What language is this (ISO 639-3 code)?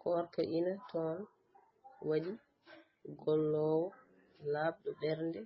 ful